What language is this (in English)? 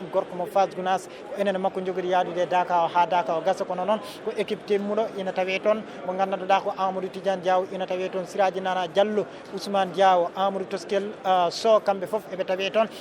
Fula